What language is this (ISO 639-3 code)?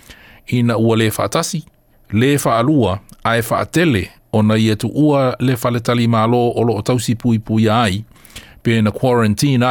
smo